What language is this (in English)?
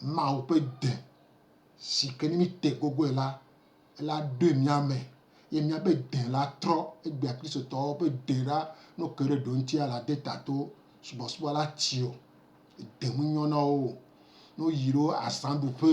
Gen